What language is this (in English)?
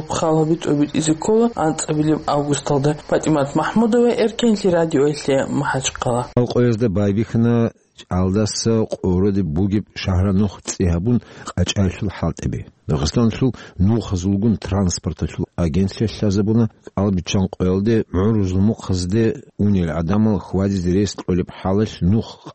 Avaric